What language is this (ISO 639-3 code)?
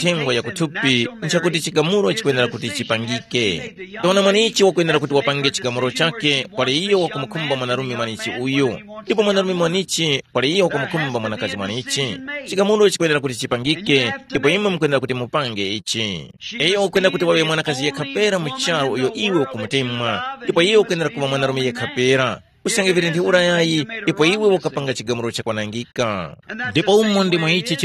tum